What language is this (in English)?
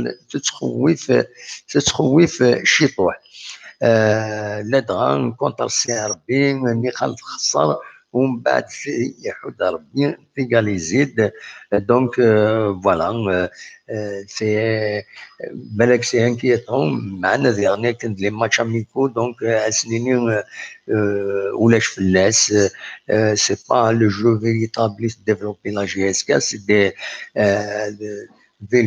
Kabyle